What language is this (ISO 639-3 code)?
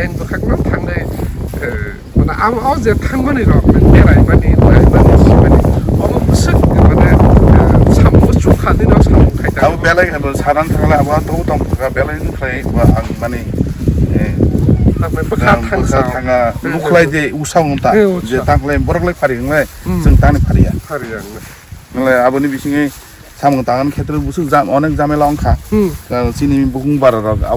trp